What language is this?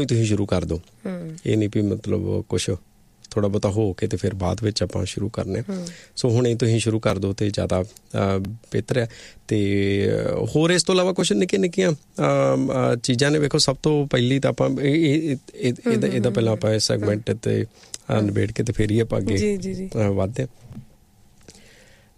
Punjabi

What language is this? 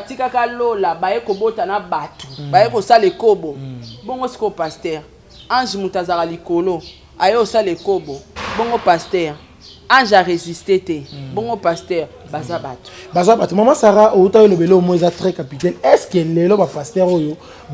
Lingala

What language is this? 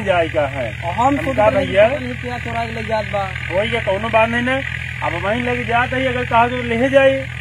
Awadhi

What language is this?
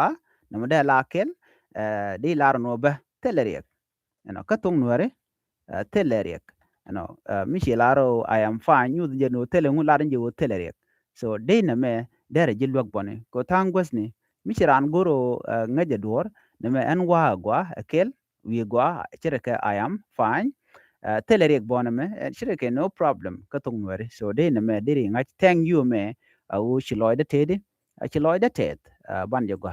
Nuer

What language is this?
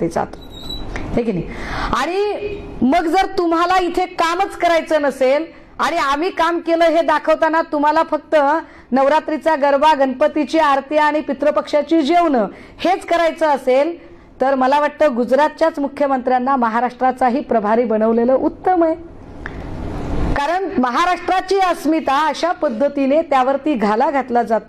Marathi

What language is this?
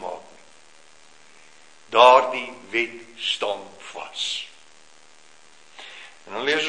Afrikaans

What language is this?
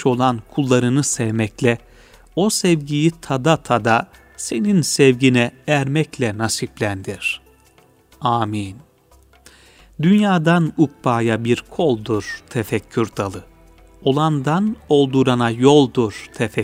Turkish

